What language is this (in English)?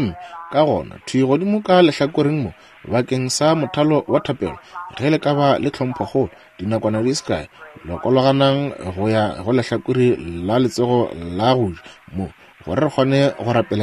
Northern Sotho